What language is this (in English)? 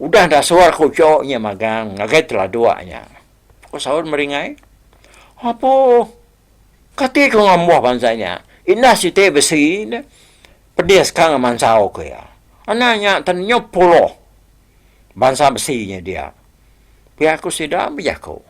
Iban